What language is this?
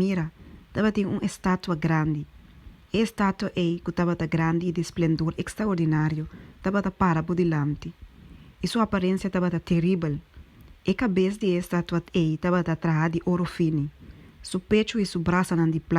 Papiamento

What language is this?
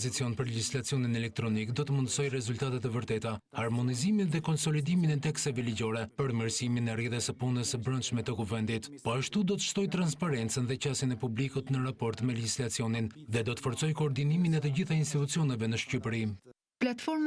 Albanian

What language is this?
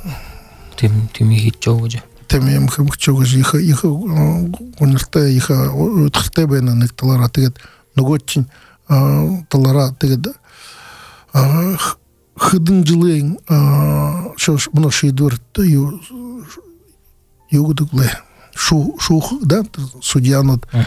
Buriat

